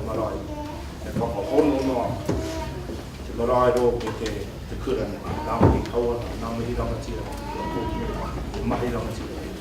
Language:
Māori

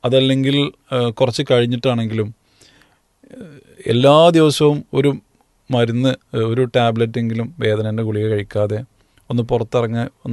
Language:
Malayalam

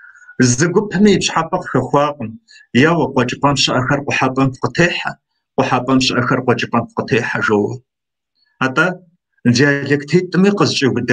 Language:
Kabardian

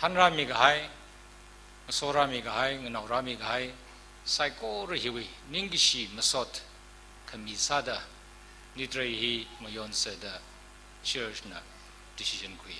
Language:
Tangkhul Naga (India)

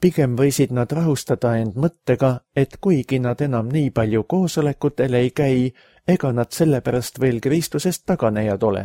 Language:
Estonian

